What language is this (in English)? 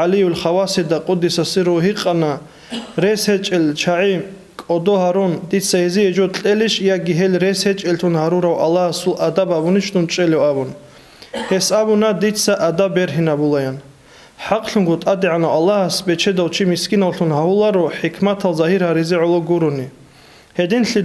Avaric